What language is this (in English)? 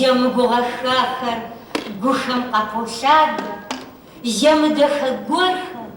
Kabardian